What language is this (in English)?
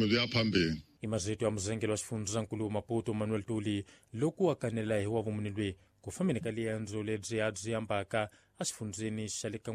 Tsonga